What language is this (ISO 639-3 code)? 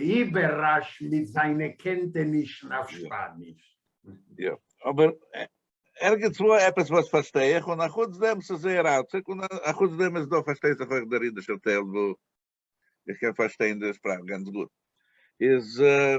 yid